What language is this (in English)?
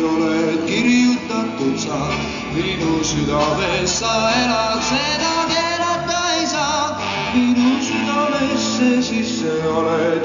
Estonian